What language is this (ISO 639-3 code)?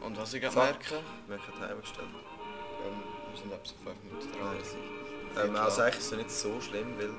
gsw